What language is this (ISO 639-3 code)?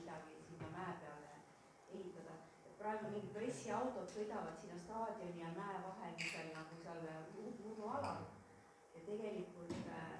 est